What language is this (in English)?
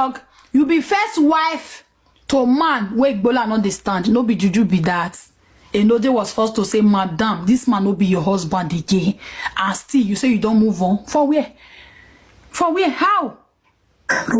Nigerian Pidgin